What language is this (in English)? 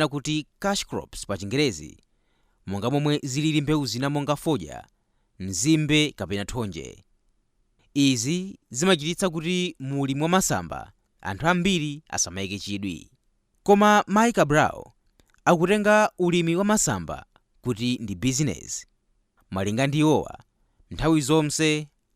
Nyanja